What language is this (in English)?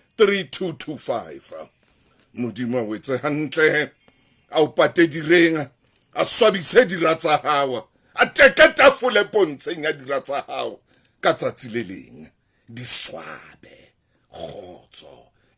Southern Sotho